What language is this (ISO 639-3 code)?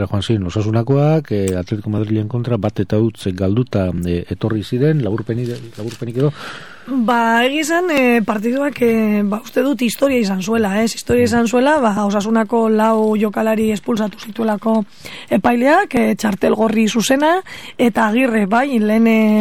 eus